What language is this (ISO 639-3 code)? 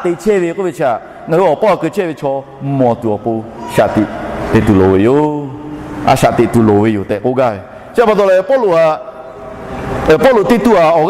lhu